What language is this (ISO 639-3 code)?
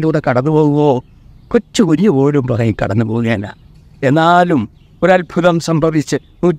mal